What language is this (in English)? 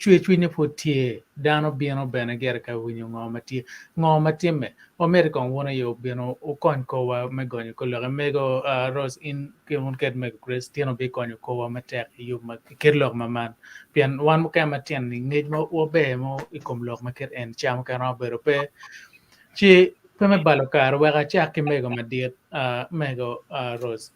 Acoli